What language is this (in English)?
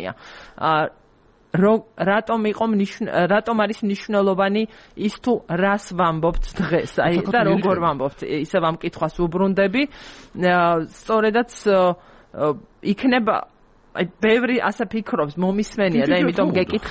Georgian